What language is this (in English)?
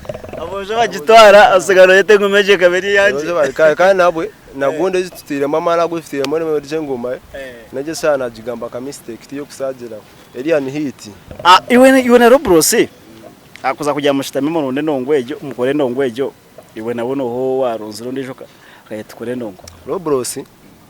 Nyankole